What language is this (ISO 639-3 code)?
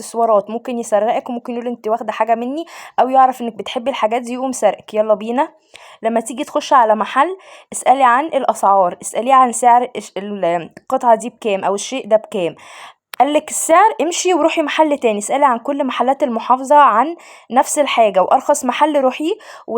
arz